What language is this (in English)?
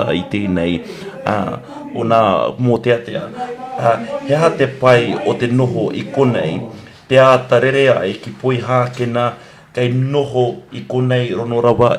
Māori